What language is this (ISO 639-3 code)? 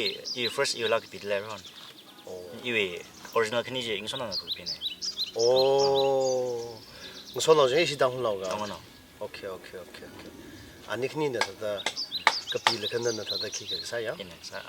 nmf